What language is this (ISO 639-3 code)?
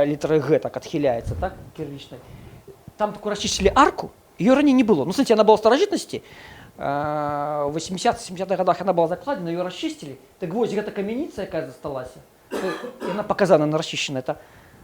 bel